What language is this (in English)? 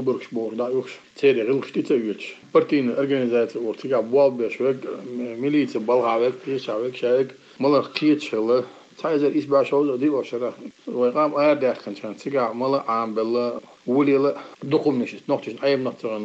Chechen